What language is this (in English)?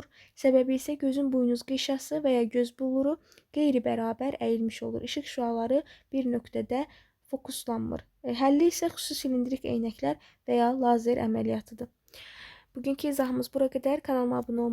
Azerbaijani